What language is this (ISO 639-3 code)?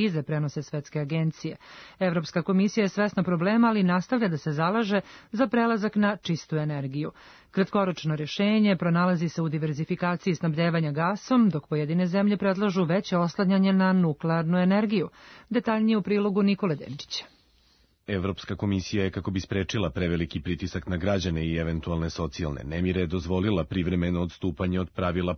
srp